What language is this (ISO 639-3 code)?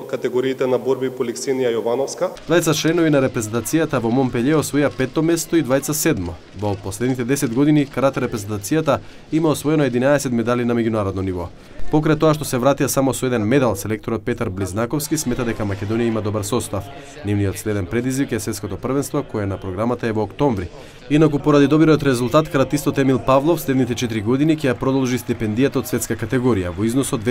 mkd